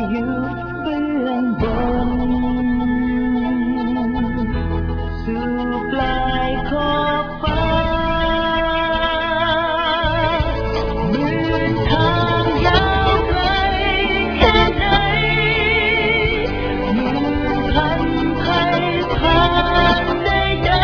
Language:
Thai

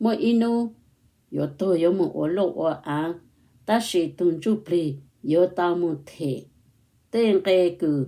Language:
Hmong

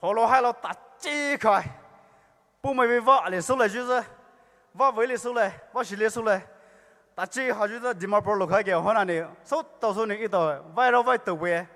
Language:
Poumei Naga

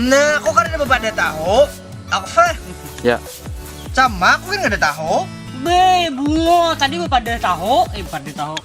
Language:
Banjar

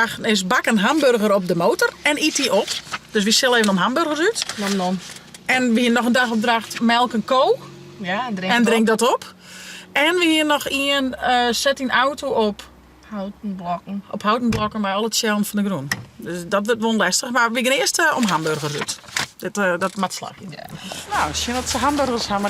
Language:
Western Frisian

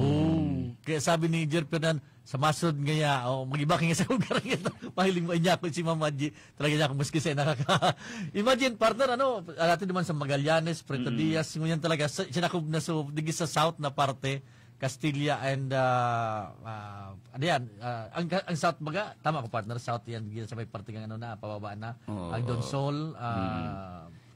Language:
Bikol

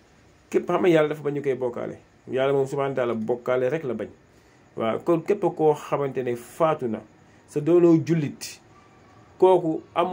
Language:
Wolof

